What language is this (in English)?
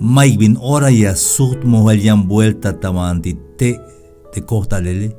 Tzeltal